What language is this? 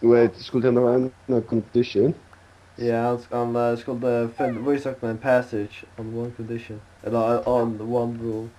Faroese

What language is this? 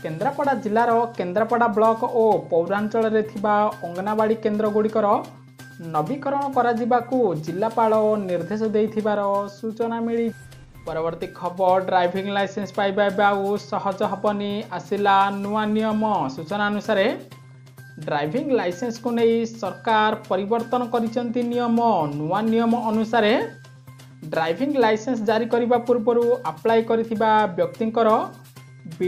Odia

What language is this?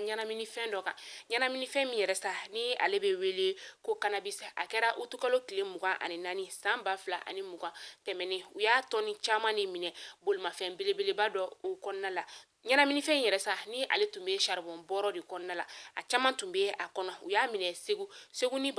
Bambara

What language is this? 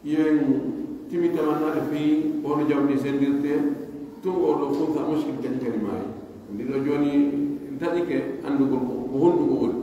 Pular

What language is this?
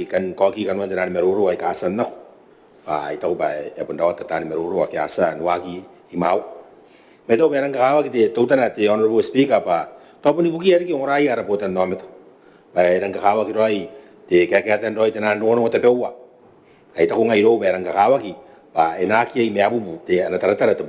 Gilbertese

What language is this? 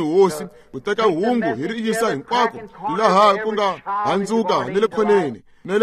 Tsonga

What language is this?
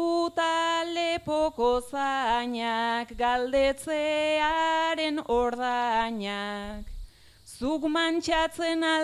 Basque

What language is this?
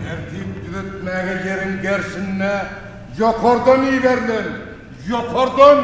Turkmen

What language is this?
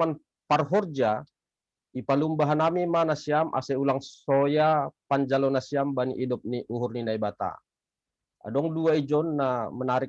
Batak Simalungun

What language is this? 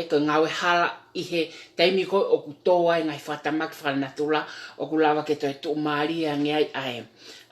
Tongan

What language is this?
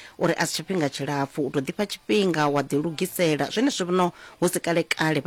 Venda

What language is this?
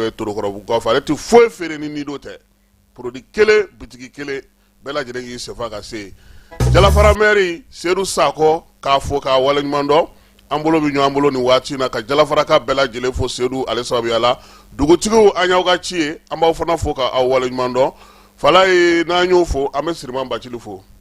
Bambara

